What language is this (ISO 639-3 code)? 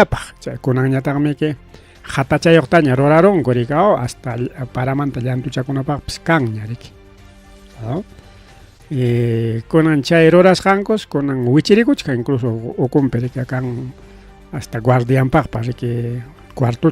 quy